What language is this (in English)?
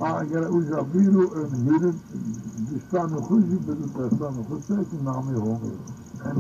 Zaza